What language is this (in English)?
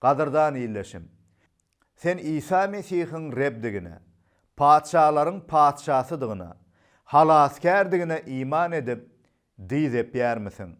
Turkmen